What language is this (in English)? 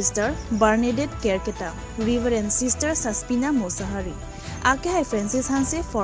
Karbi